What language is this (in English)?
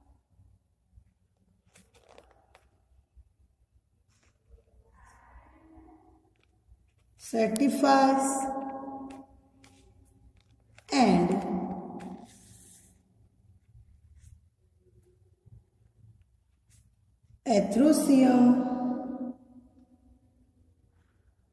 Hindi